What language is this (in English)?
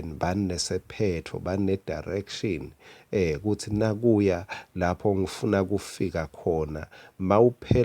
Swati